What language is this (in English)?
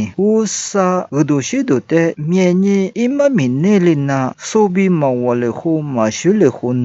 Lisu